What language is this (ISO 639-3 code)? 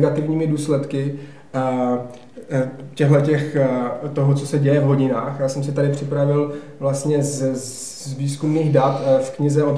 ces